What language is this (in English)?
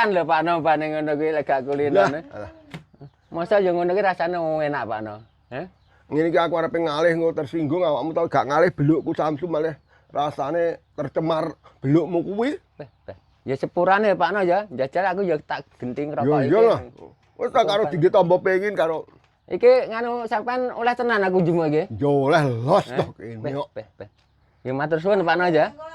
Javanese